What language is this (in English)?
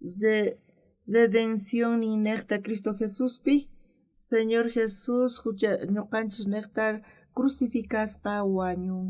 South Bolivian Quechua